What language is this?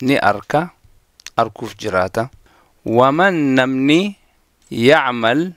Oromo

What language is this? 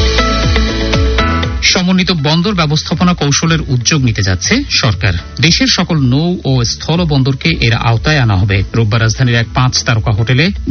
Bangla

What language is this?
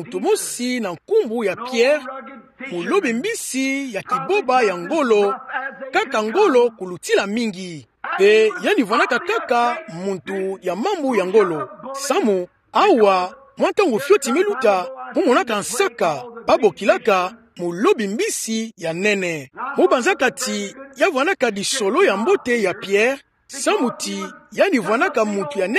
Kituba (Democratic Republic of Congo)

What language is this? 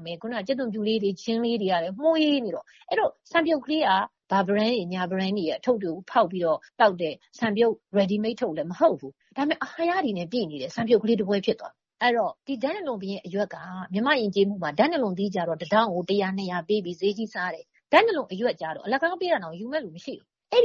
Burmese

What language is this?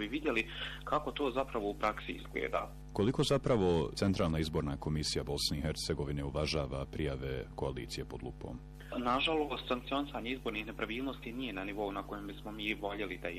Bosnian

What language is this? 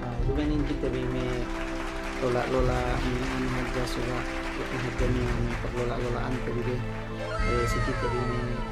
Yakan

